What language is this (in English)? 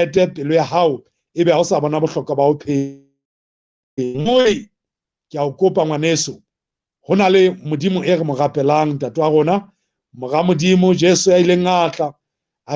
Southern Sotho